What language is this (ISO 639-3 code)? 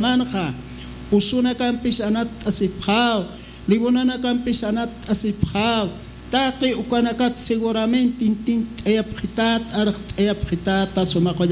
aym